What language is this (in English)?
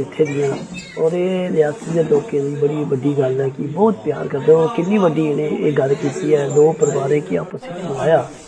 Dogri